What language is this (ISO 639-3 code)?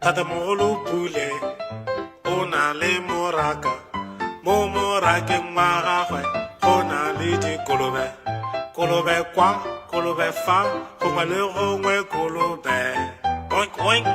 tsn